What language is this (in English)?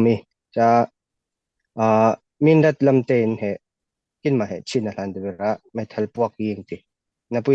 Falam Chin